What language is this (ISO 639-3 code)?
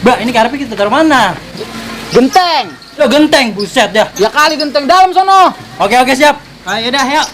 bew